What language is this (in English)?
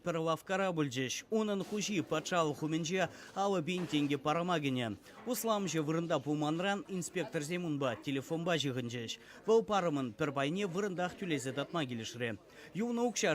Chuvash